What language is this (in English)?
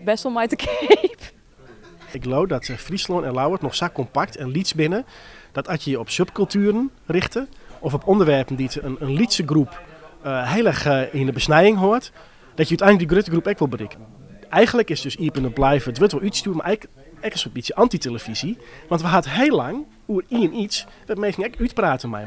Western Frisian